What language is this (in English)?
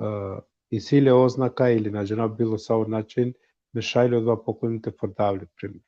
Balkan Romani